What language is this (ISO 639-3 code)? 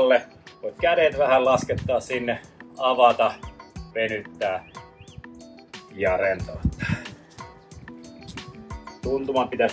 fin